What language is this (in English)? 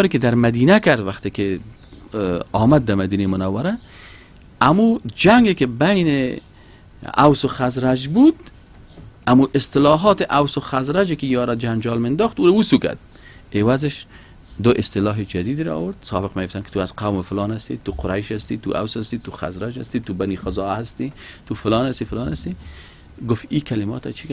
Persian